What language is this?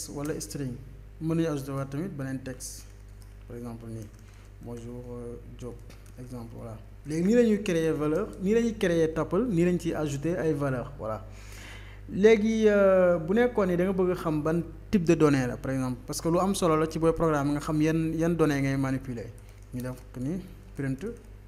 Wolof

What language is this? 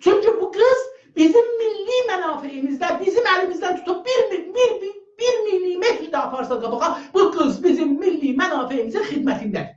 South Azerbaijani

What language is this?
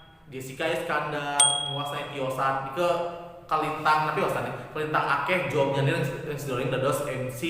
Balinese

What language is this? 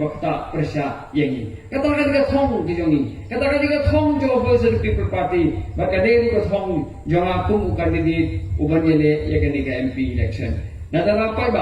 Khasi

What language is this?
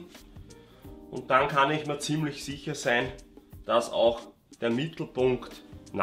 German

